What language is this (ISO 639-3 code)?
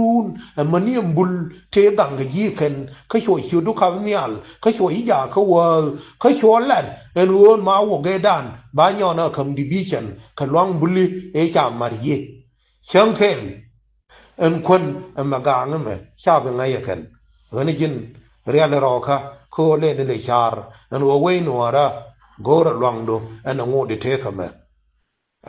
nus